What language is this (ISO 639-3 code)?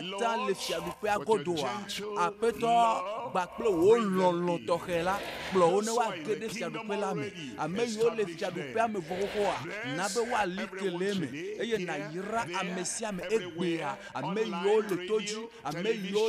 ewe